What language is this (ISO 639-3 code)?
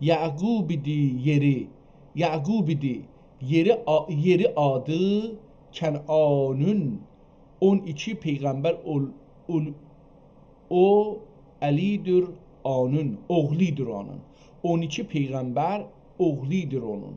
azb